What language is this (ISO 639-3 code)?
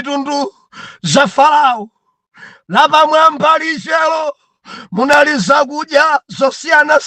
nya